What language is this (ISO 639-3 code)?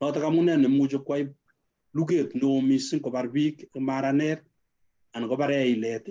kln